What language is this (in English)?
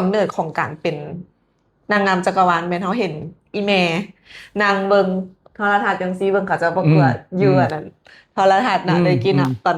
Lao